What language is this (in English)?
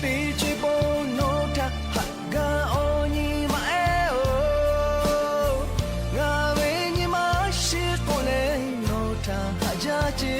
Lahu